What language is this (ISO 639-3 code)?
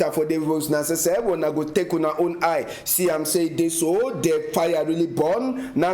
wes